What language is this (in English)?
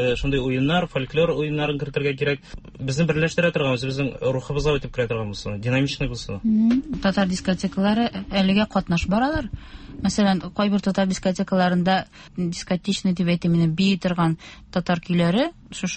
Tatar